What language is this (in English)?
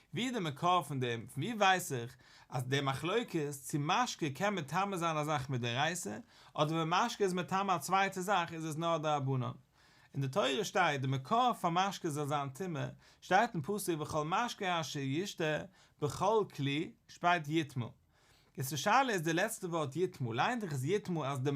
Yiddish